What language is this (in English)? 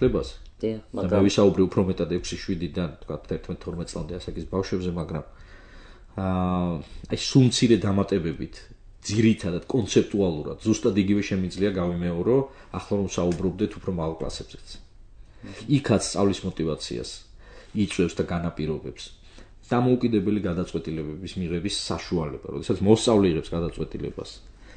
Georgian